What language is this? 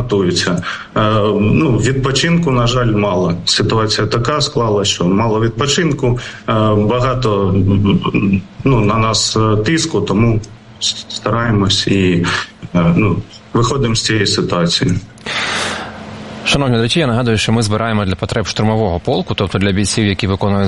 Ukrainian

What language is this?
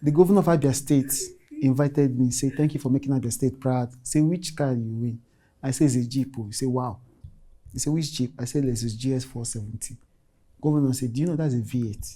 Nigerian Pidgin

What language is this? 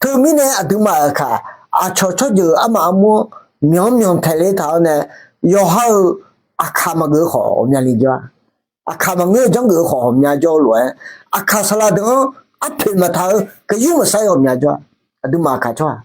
Akha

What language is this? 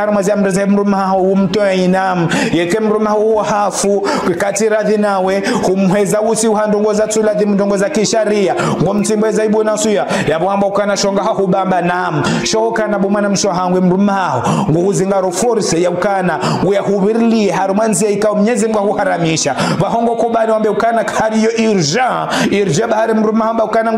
Ngazidja Comorian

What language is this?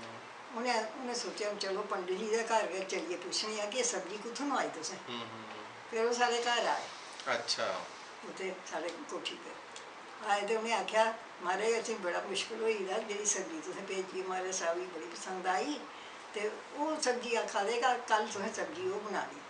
Dogri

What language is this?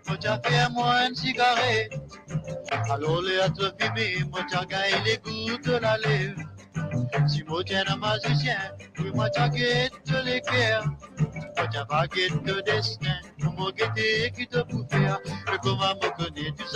Morisyen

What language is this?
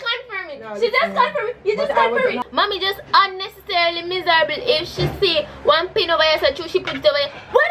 Jamaican Creole English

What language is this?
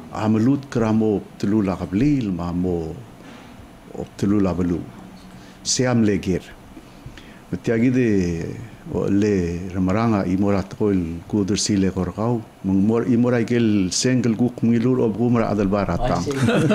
Palauan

